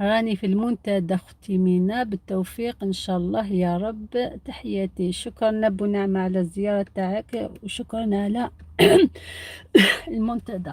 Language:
Algerian Arabic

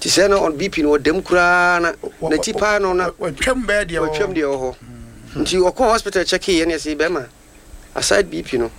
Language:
Akan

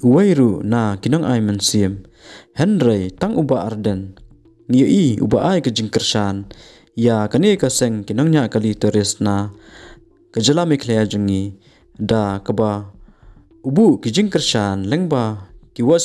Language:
Khasi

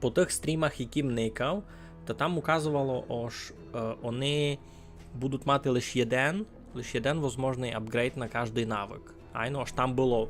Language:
Rusyn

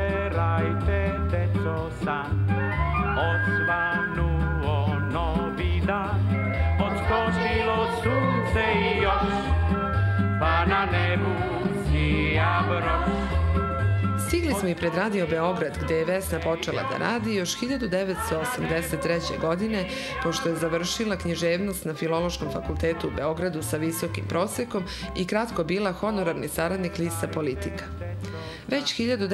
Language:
Serbian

